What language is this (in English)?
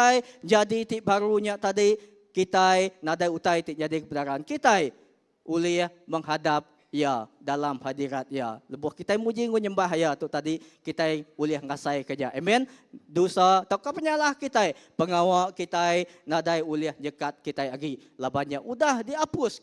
Iban